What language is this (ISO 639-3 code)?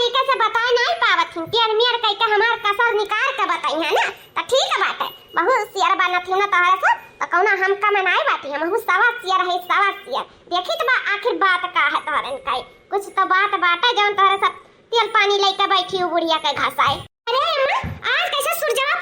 awa